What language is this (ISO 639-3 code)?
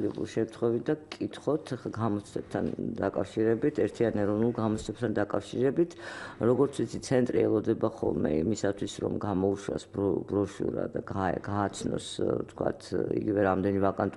kat